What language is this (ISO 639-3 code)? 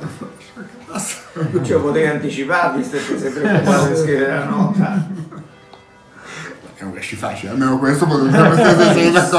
ita